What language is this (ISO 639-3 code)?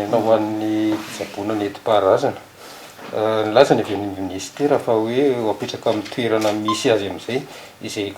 mlg